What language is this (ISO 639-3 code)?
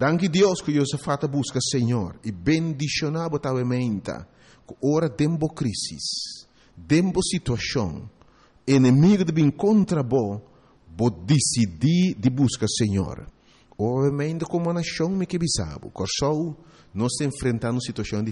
pap